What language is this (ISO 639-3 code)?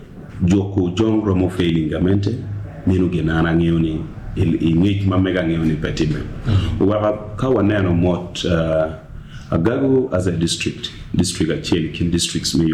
ach